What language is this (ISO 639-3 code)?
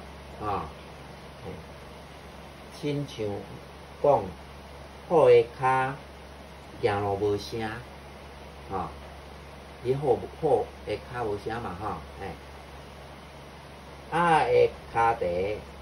nan